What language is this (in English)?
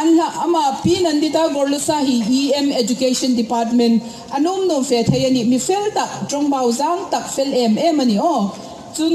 Mizo